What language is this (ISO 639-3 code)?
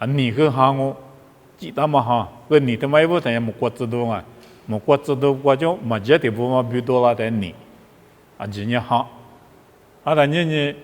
lis